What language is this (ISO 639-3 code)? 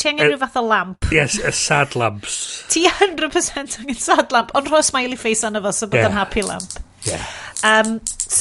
cym